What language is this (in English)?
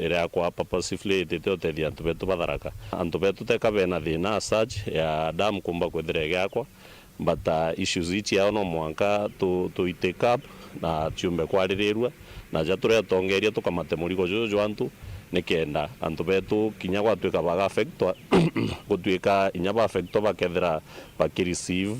Meru